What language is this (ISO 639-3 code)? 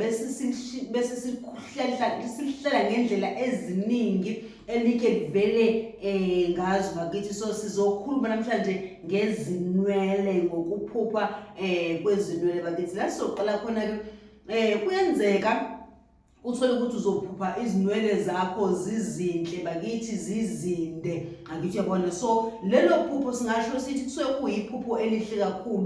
zul